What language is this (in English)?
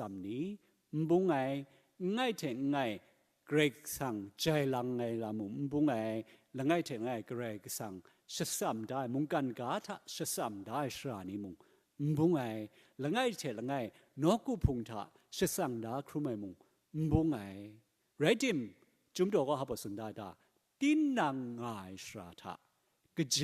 Kachin